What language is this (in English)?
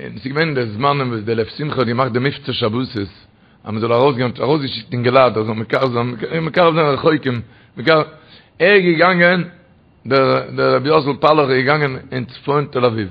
Yiddish